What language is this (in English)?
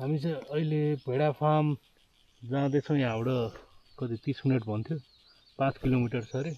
Nepali